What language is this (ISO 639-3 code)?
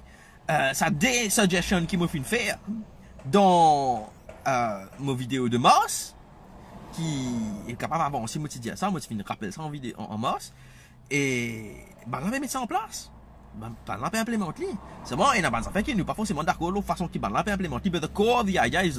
mfe